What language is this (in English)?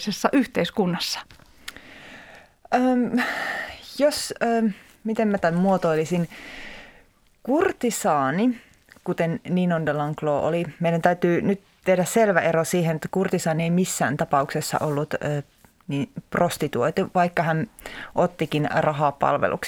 Finnish